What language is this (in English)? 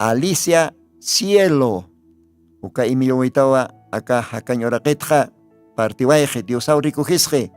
Aymara